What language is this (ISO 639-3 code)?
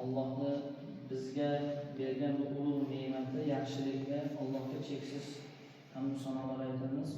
uzb